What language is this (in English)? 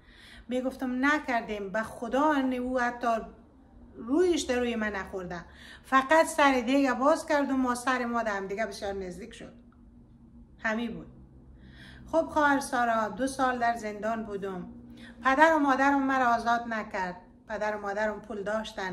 Persian